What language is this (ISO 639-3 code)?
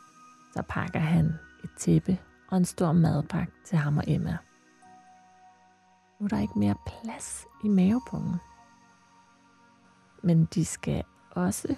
dan